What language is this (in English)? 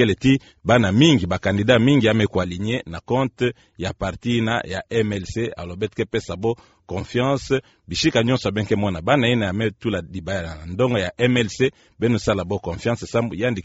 Kituba (Democratic Republic of Congo)